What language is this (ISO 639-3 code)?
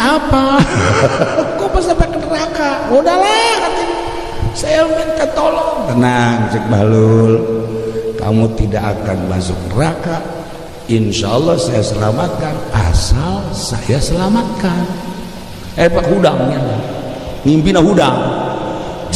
sun